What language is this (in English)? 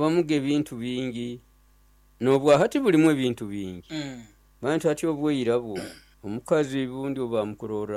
Nyoro